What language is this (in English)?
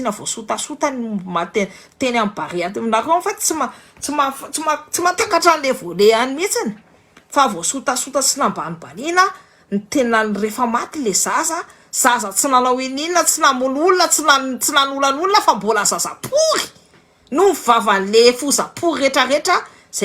Malagasy